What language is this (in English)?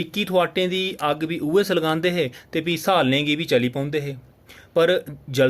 Dogri